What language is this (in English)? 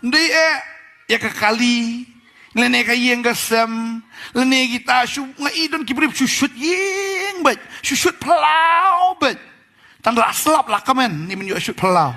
Khasi